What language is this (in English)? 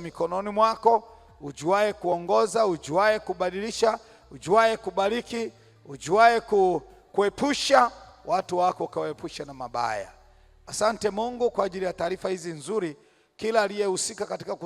Swahili